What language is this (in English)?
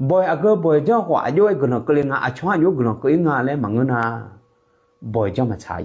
Akha